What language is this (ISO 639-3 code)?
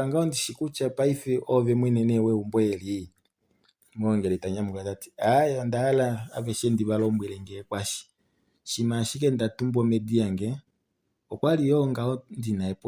kua